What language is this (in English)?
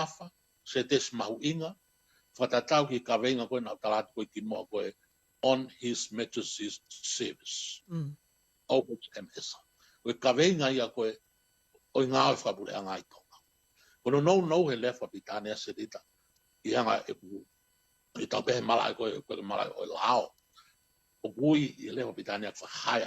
Tongan